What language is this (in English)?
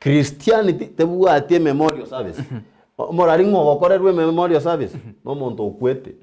Gusii